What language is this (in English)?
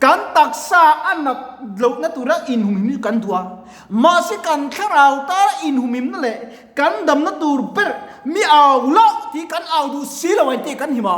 Mizo